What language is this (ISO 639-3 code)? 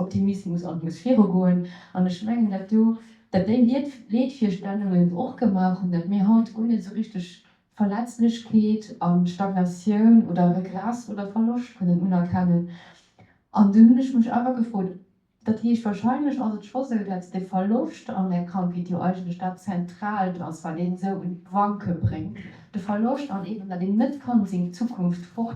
ltz